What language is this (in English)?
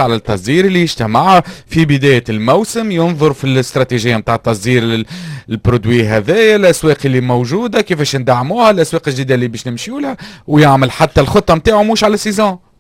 Tunisian Arabic